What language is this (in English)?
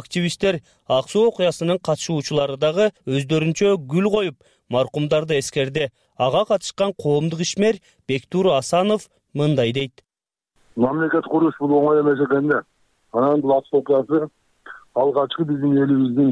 Kyrgyz